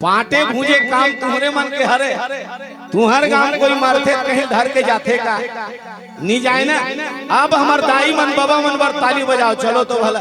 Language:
Chhattisgarhi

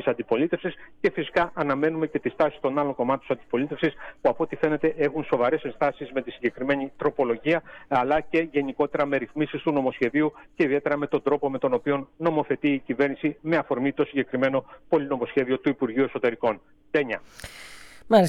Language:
Greek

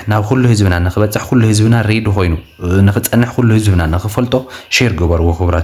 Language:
Tigrinya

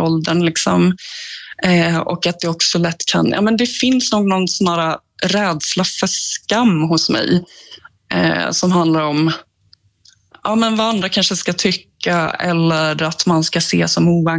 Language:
Swedish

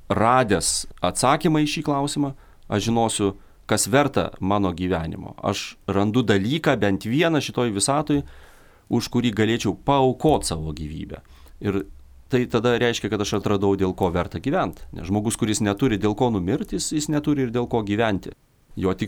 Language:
Lithuanian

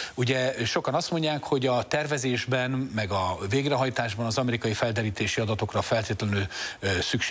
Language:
Hungarian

